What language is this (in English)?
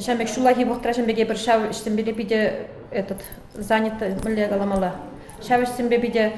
Chuvash